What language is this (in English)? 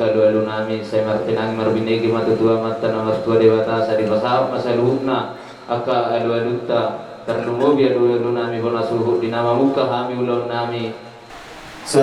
Batak Toba